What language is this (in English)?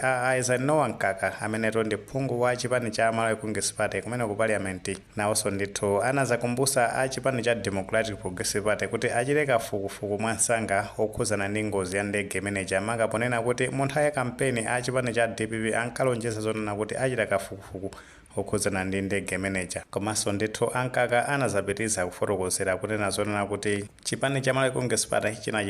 Nyanja